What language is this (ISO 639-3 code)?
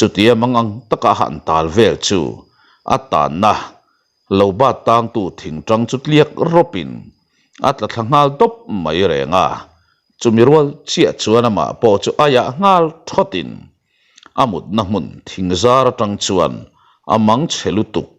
lus